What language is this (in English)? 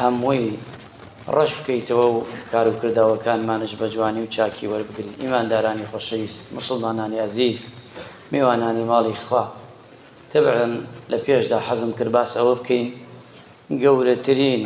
Central Kurdish